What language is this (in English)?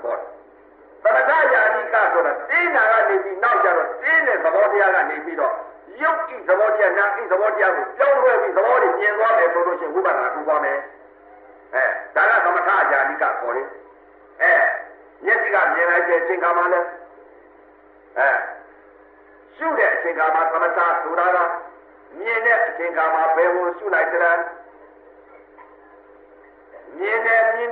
Burmese